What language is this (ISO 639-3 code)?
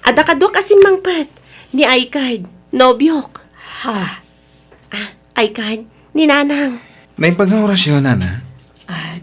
ilo